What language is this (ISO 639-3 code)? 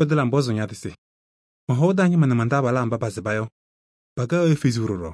kbp